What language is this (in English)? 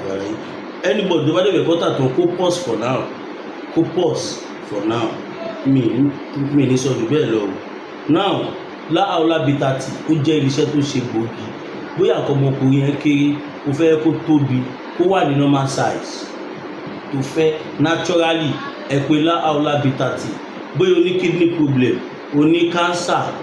Yoruba